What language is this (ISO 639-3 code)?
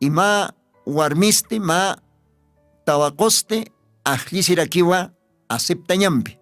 aym